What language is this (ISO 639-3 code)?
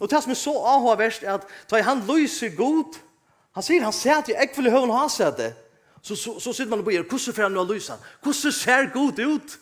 fao